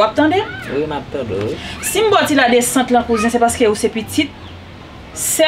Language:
Haitian Creole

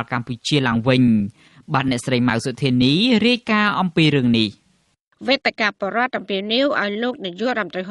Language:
Khmer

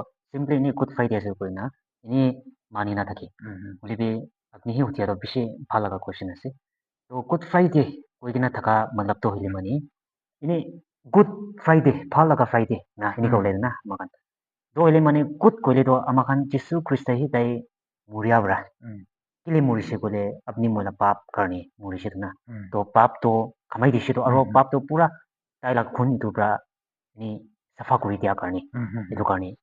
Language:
Naga Pidgin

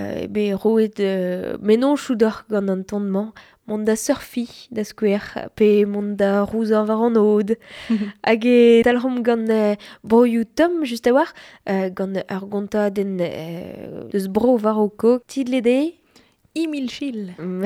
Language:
Breton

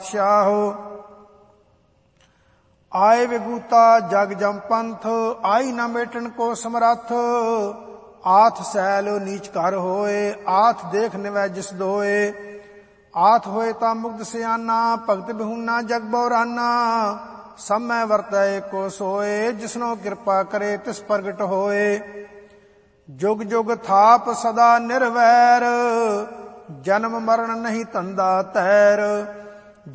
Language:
Punjabi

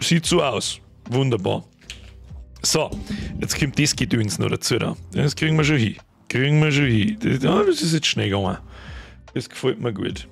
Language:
Bavarian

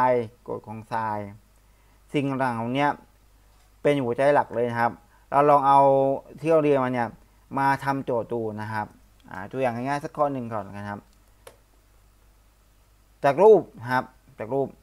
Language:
Thai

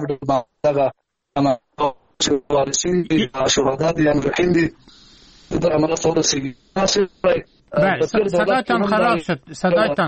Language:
Persian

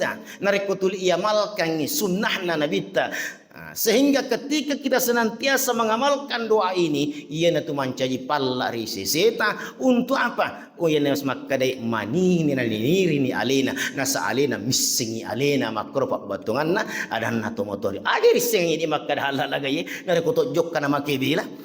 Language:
Buginese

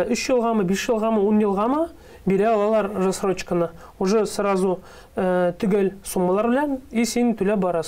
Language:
Tatar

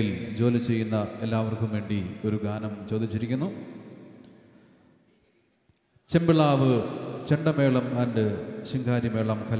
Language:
Malayalam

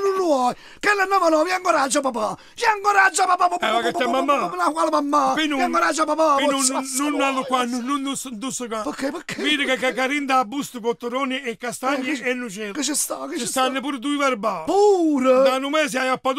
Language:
Neapolitan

